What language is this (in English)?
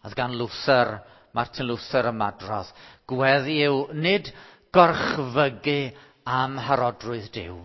Welsh